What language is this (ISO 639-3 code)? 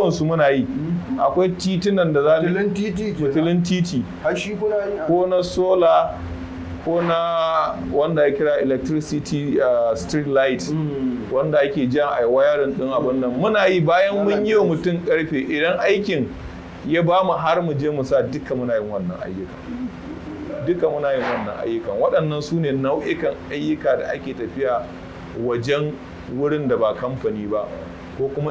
hau